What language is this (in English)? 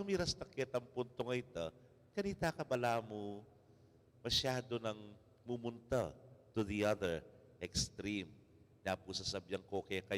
Pampanga